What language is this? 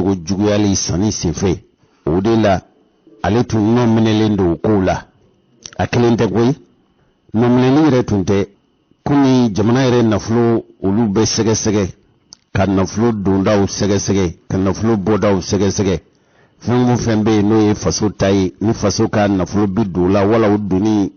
Bambara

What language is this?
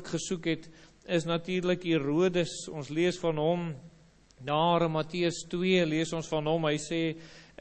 Afrikaans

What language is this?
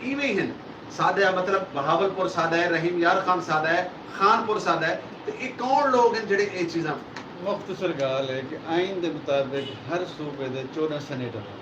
Saraiki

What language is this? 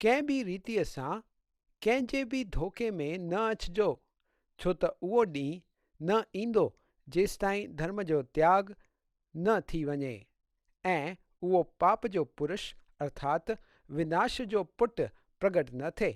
Sindhi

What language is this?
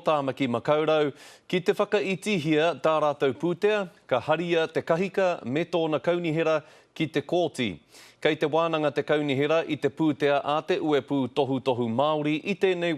Māori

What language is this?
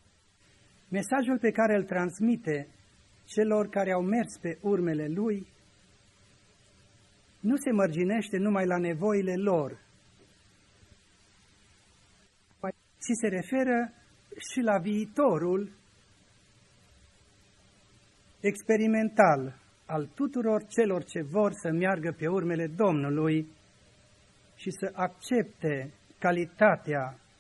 Romanian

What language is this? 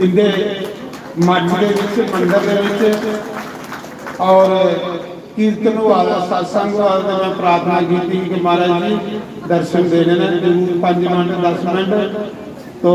Dogri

